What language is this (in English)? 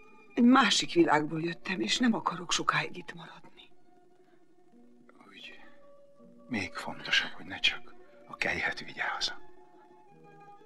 Hungarian